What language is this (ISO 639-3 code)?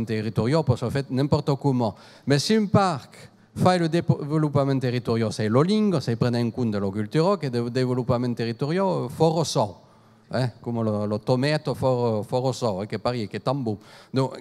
oci